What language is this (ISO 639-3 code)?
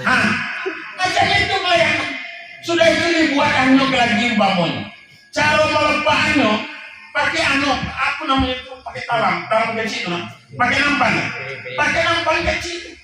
min